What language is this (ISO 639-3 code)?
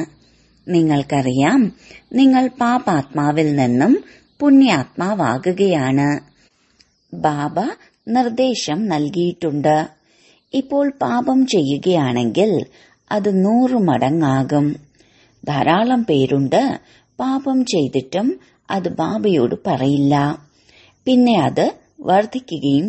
mal